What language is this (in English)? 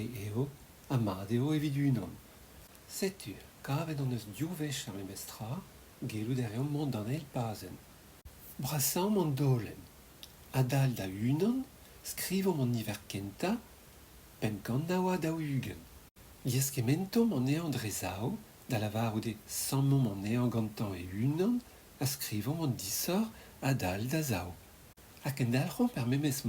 Breton